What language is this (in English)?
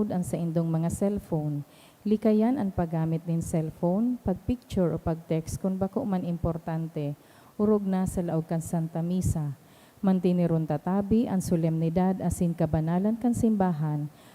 Bikol